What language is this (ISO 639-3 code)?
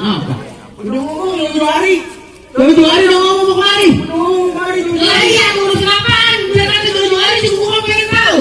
bew